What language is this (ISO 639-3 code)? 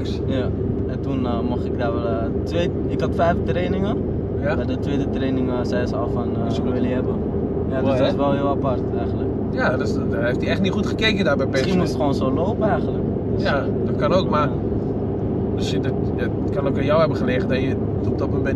nld